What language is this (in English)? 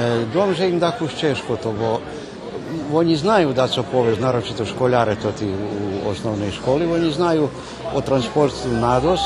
Rusyn